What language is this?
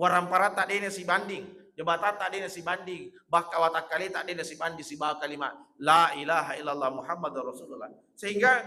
Buginese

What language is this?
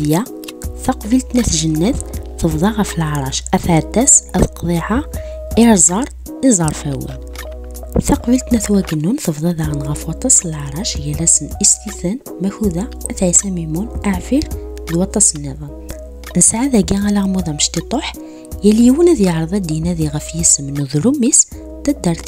Kabyle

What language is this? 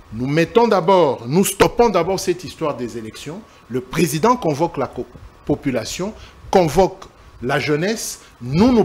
French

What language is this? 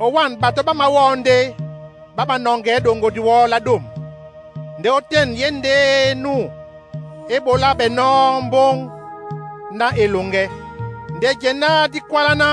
Duala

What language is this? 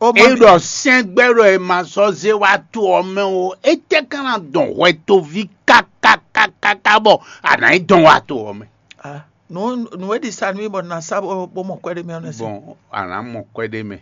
Fon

